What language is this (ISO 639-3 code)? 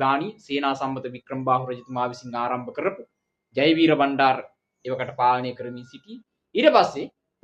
sin